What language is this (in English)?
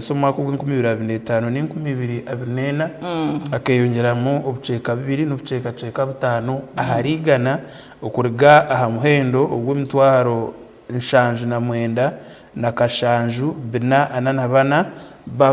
Nyankole